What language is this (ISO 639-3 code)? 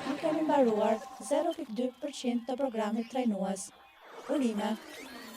sqi